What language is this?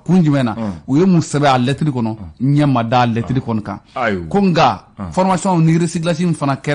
Bambara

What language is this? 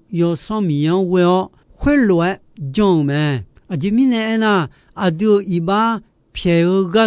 Akha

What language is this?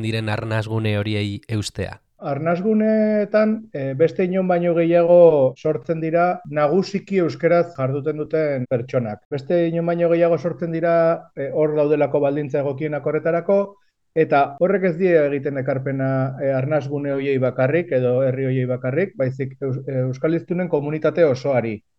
Basque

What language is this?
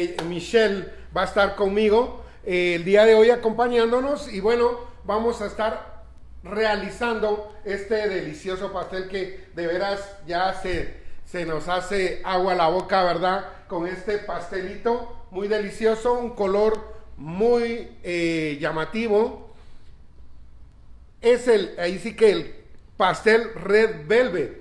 Spanish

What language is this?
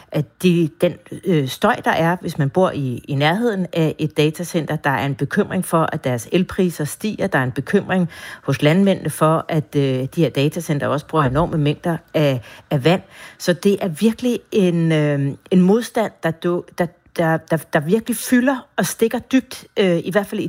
Danish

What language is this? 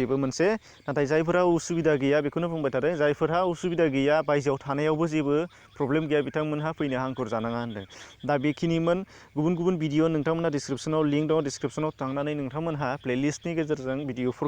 Bodo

